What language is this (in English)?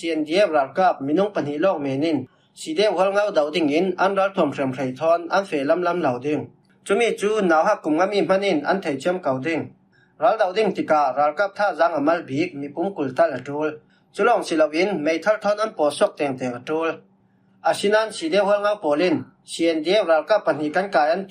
Falam Chin